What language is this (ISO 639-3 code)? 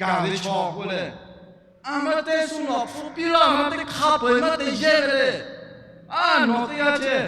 lhu